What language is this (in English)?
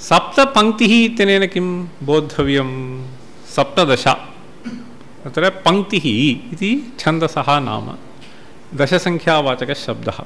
Sanskrit